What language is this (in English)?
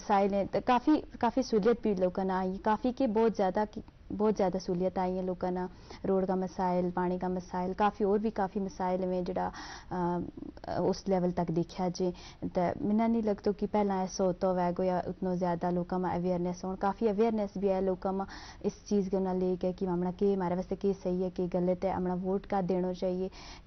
Gujari